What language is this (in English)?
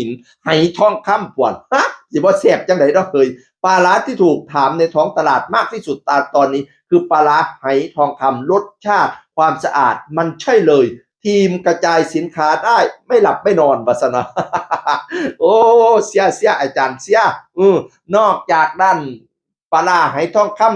Northeastern Thai